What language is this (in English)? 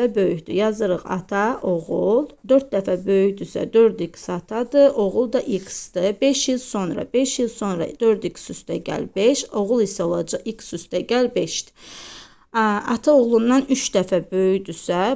Azerbaijani